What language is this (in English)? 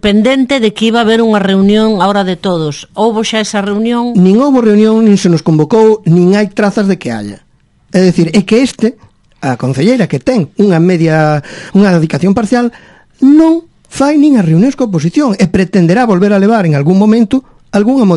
Galician